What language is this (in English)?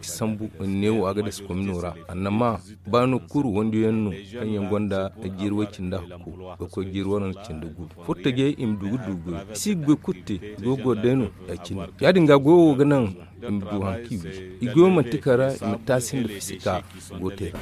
Zarma